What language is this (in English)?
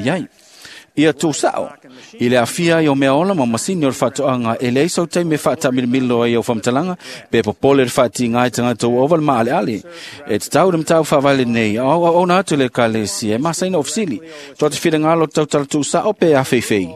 Samoan